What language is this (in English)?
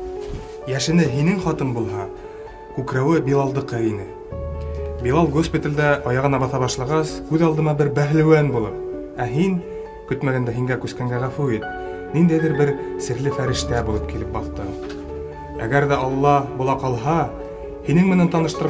Bashkir